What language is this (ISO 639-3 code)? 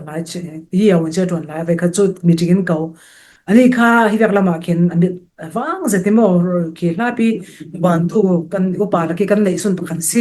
cfm